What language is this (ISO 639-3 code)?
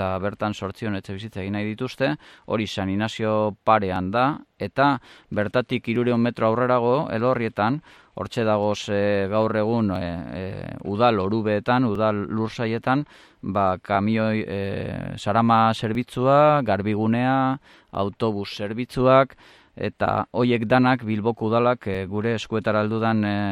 eus